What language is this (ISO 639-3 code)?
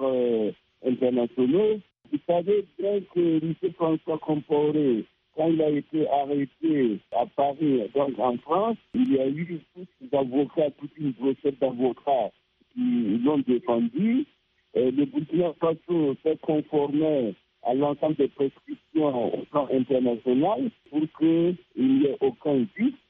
fra